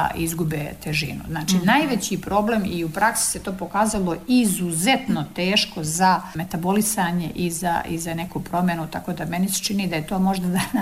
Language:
Serbian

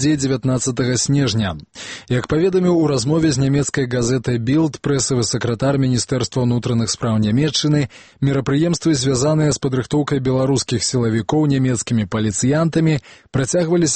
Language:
Belarusian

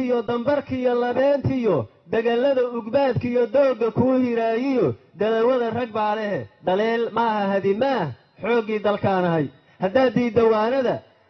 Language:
Somali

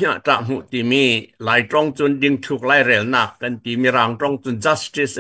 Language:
Falam Chin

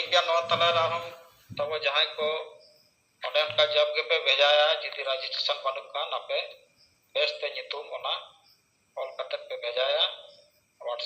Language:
Santali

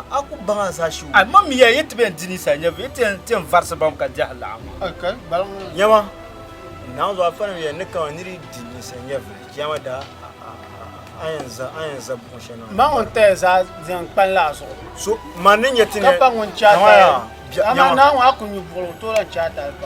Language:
Dagbani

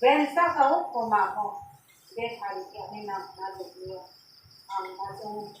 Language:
Riang (India)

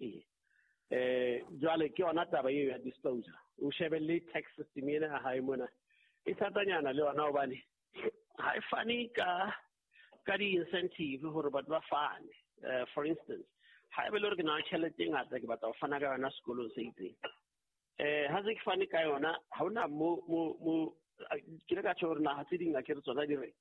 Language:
Southern Sotho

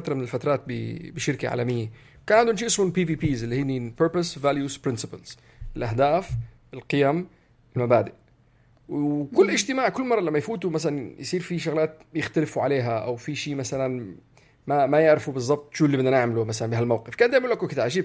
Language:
North Levantine Arabic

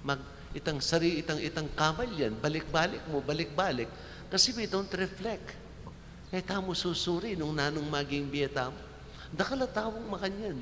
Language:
Pampanga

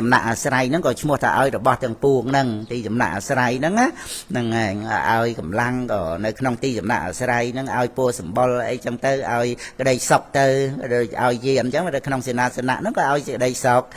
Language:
Khmer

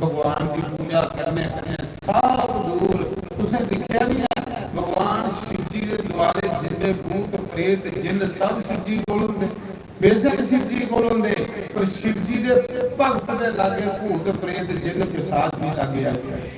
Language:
Dogri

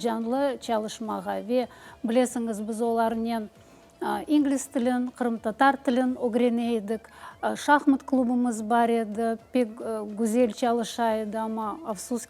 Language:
Crimean Tatar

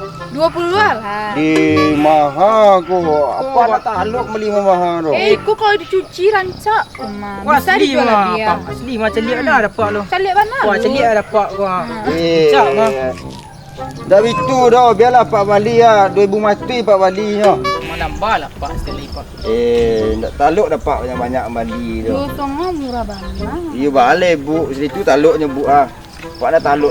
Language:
Minangkabau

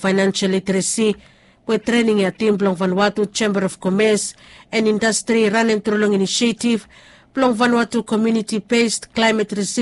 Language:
Bislama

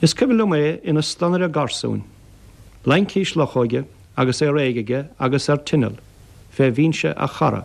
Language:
Irish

